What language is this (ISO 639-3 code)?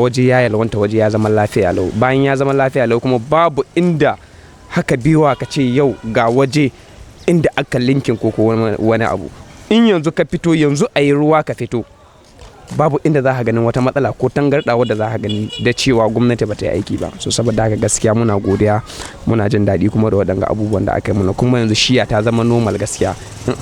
hau